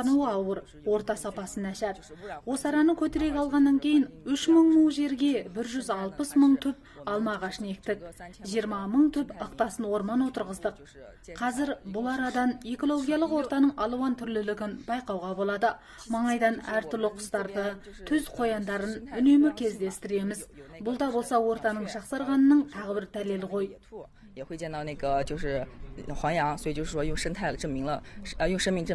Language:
Kazakh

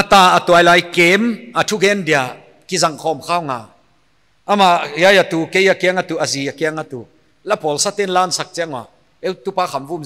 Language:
Paite Chin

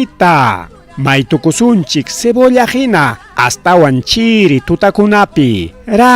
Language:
Ayacucho Quechua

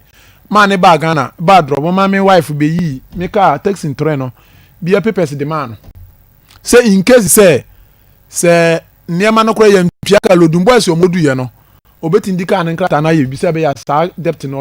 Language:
Akan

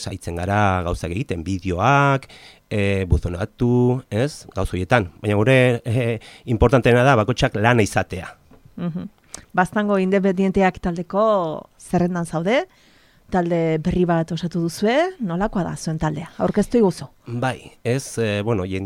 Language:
Basque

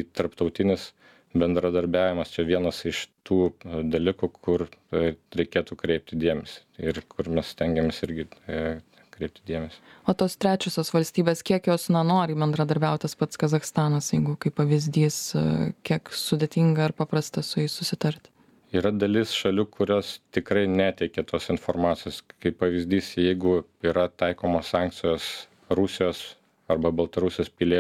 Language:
Lithuanian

